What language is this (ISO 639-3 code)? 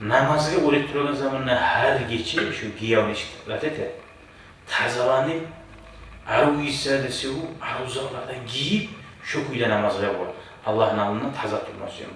kum